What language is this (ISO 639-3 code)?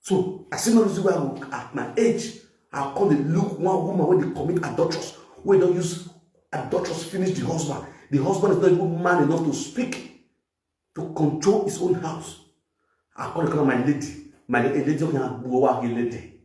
pcm